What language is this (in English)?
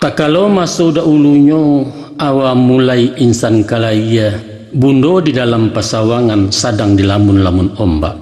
Minangkabau